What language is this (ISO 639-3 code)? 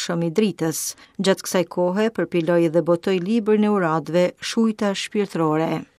sqi